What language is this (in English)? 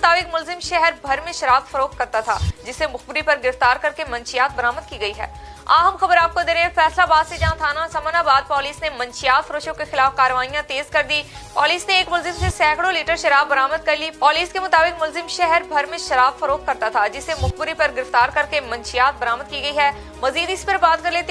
Urdu